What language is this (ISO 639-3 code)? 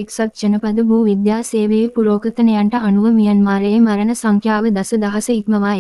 sin